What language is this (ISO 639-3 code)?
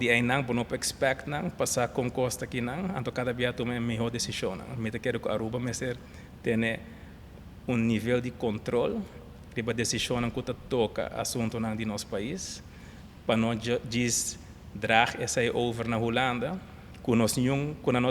pap